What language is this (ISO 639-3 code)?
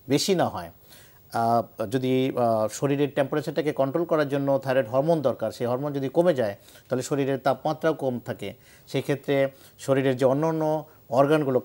ben